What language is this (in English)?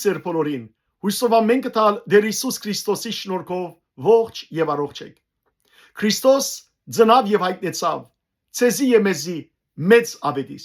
Western Armenian